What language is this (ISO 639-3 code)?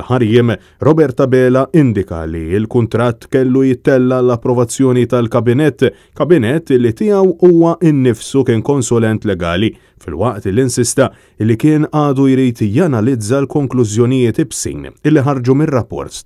mlt